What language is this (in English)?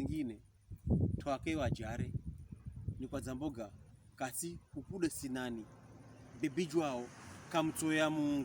Pokomo